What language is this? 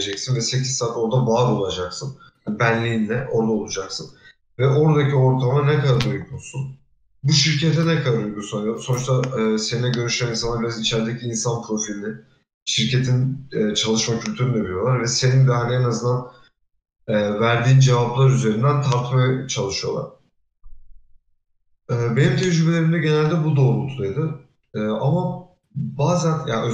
Turkish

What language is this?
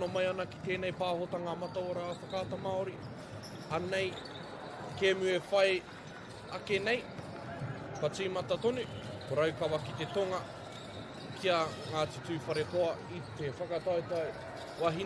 Māori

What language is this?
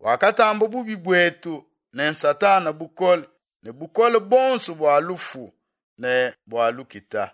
Luba-Lulua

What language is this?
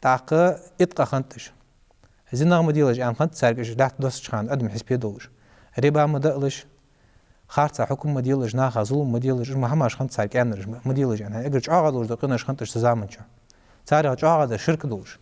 Ingush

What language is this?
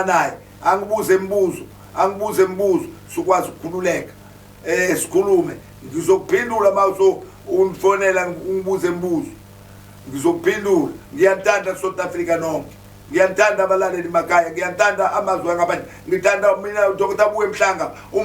Zulu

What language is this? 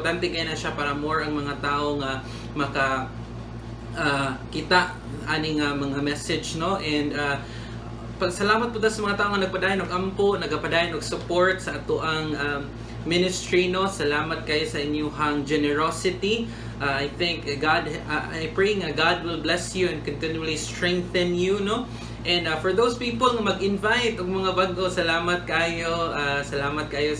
Cebuano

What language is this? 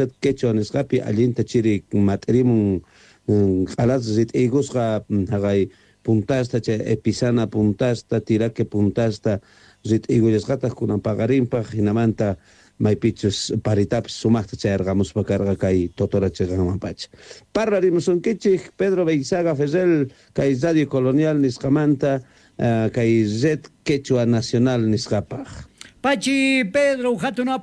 South Bolivian Quechua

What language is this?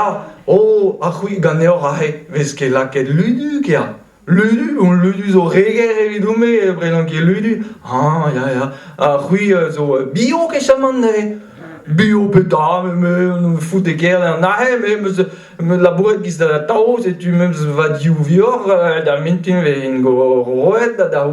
Breton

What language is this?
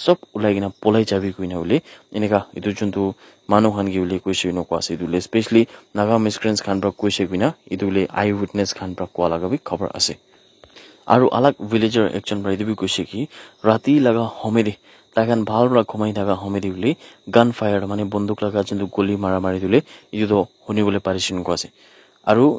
Naga Pidgin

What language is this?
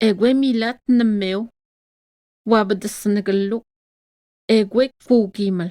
Atikamekw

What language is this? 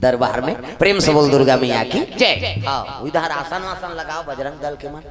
Chhattisgarhi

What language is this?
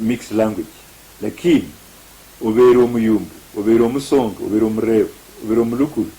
Luyia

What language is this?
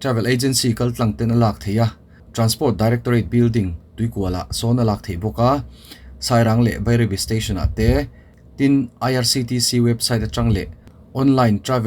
Mizo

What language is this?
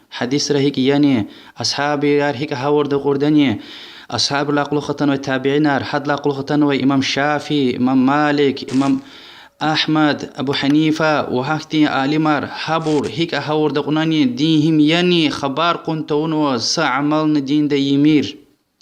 Lezghian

